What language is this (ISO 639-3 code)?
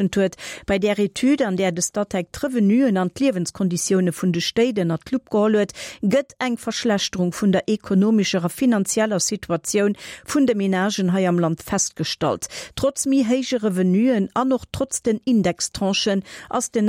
ltz